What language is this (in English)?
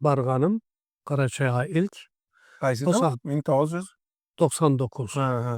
Karachay-Balkar